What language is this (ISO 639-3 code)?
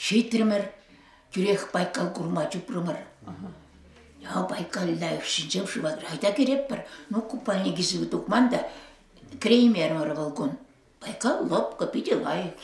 chv